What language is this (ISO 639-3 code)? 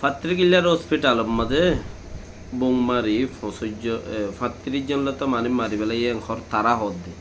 rhg